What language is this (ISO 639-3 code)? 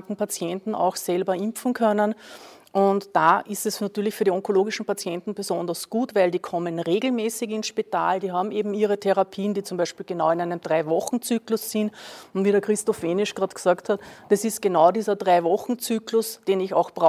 deu